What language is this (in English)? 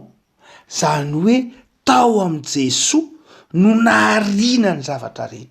Malagasy